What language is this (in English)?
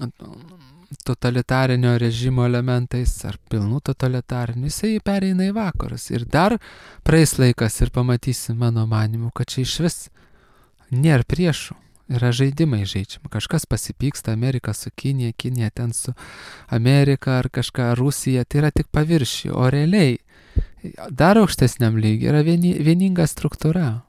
Lithuanian